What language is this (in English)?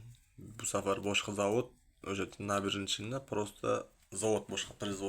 Uzbek